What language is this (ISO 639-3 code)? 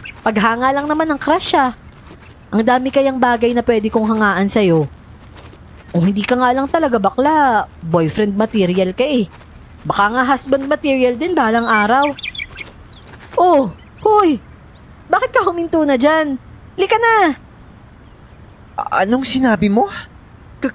fil